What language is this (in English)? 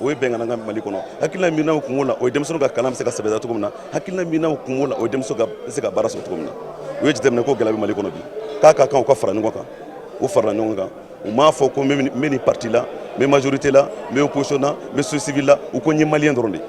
Bambara